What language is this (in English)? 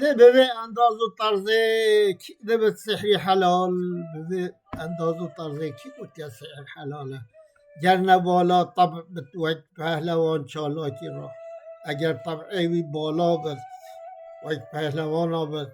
Kurdish